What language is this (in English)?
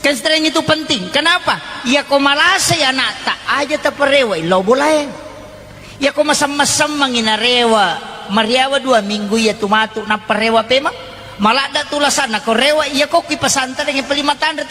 Buginese